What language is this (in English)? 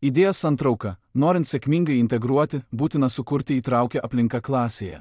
Lithuanian